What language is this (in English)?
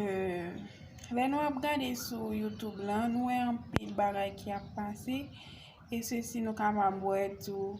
Haitian Creole